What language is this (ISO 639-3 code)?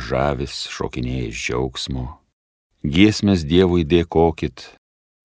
lit